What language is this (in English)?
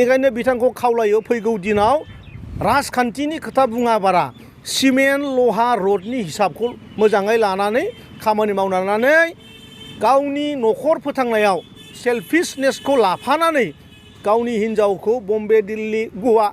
Bodo